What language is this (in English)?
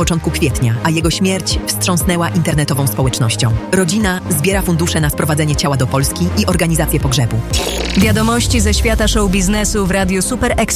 Polish